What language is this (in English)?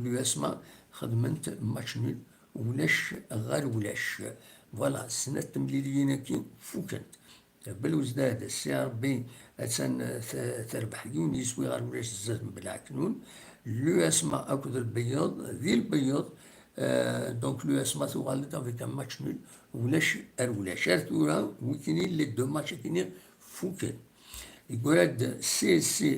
Kabyle